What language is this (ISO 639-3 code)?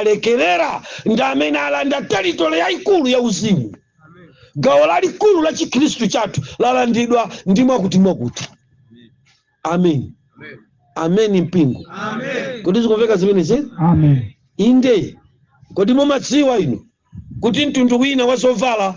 nya